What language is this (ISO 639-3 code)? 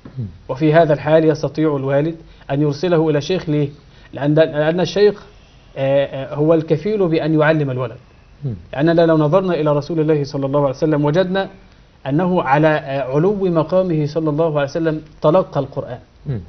ara